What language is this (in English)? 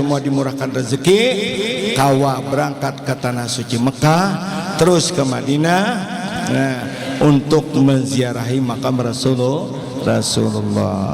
Banjar